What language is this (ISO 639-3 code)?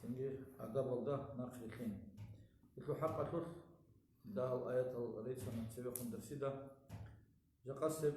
ava